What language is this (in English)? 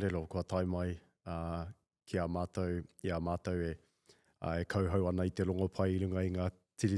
Māori